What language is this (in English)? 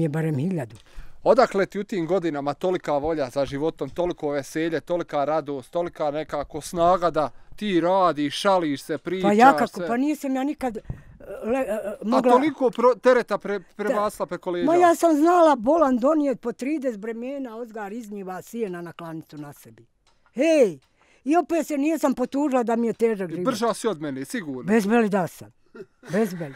Bosnian